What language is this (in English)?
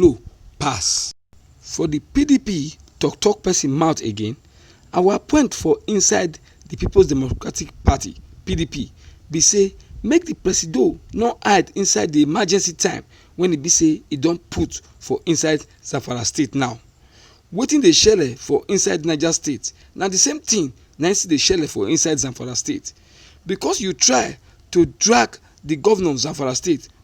Nigerian Pidgin